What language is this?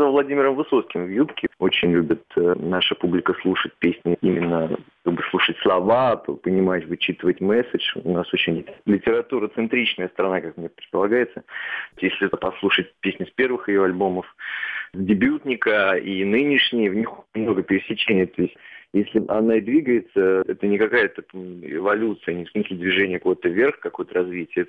Russian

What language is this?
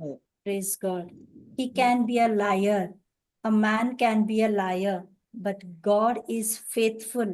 Konkani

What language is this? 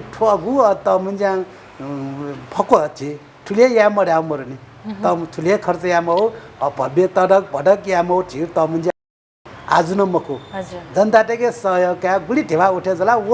Newari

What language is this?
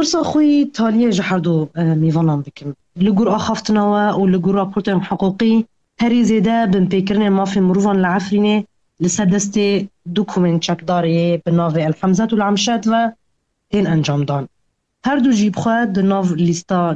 Kurdish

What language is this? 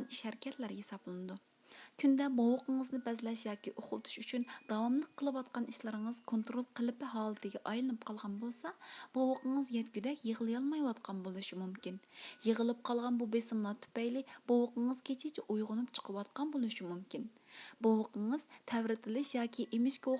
Uyghur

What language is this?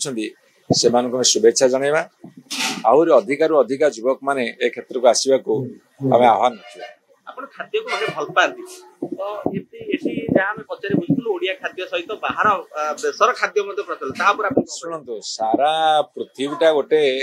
Odia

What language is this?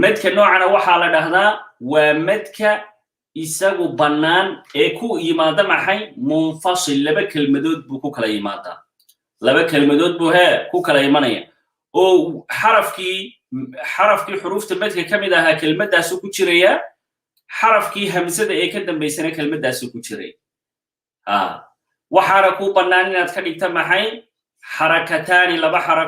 Somali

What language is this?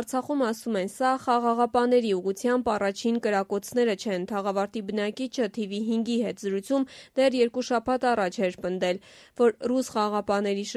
Armenian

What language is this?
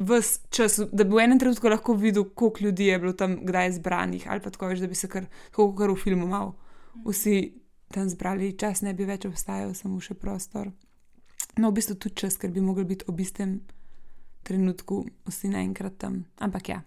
Slovenian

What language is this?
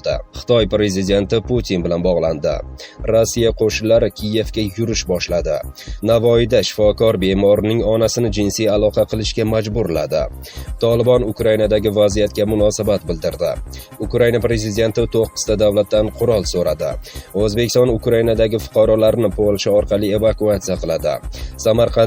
Uzbek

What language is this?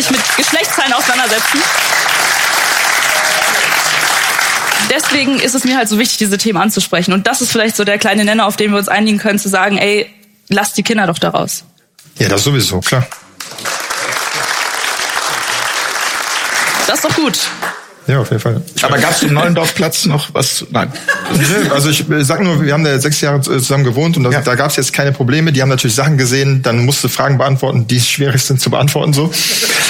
German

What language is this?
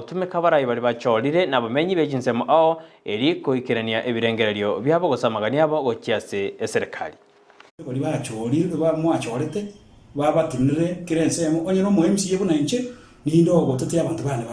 Gusii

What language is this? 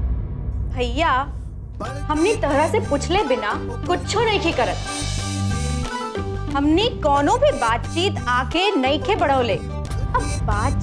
Bhojpuri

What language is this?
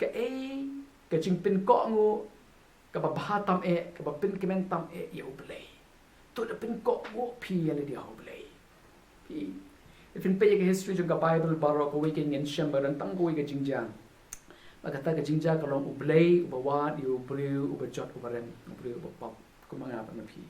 Khasi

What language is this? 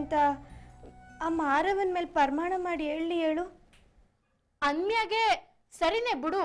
Kannada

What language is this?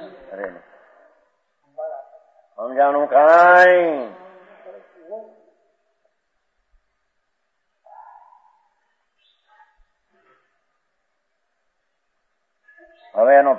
Gujarati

